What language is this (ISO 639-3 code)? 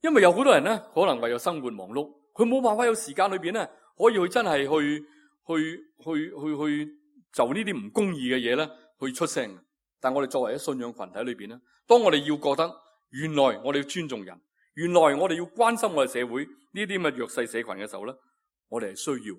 yue